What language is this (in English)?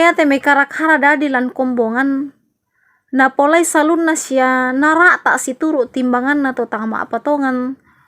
Toraja-Sa'dan